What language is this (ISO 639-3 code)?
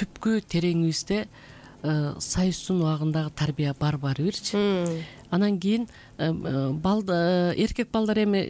kir